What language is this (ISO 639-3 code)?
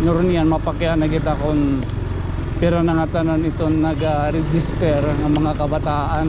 war